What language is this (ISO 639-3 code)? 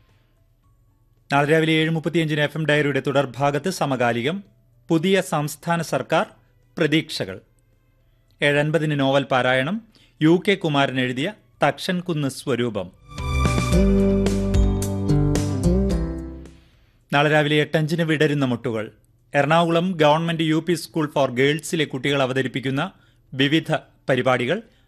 mal